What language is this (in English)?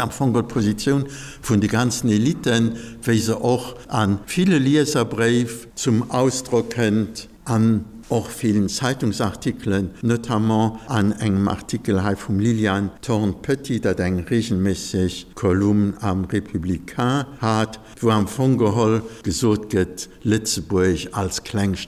Luxembourgish